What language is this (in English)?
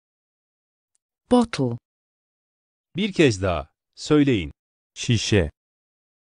Turkish